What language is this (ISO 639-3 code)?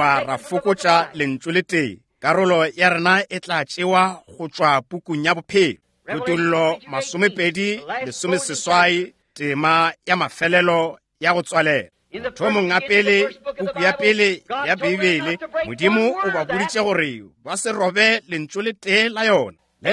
nso